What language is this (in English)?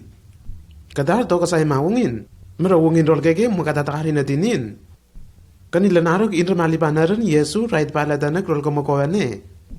Lenakel